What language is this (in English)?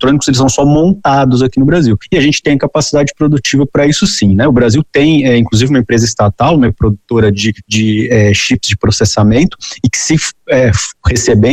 Portuguese